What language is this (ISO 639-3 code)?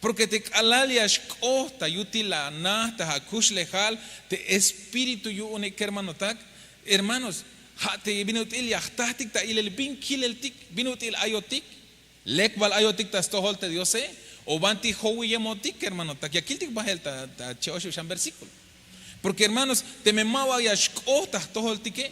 tzh